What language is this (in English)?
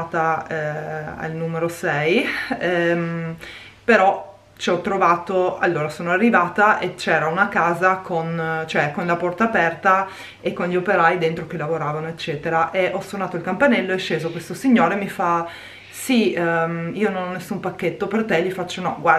Italian